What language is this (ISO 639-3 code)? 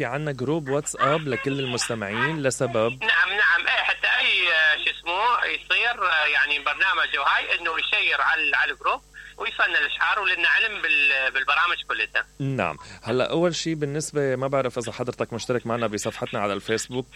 acm